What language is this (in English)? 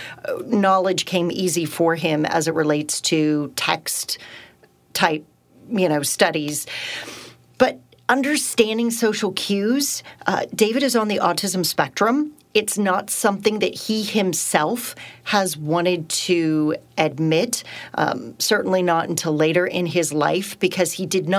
English